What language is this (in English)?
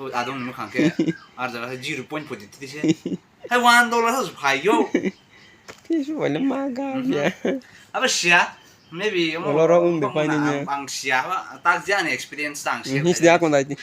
Kok Borok